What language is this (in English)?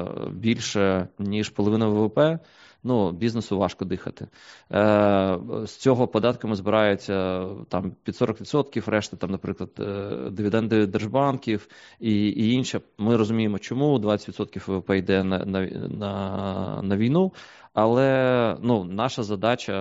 Ukrainian